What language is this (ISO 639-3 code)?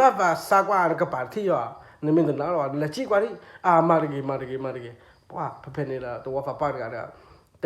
ksw